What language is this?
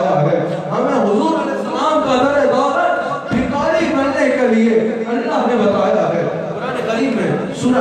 Urdu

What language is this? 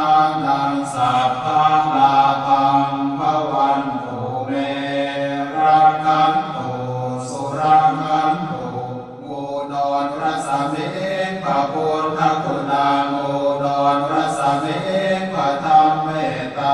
Pali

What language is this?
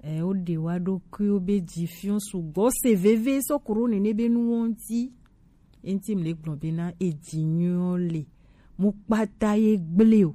Gen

